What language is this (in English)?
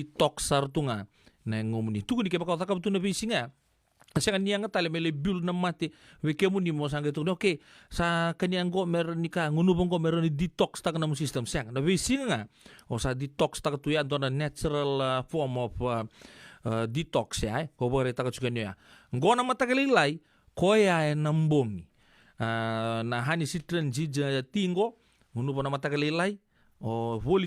Fijian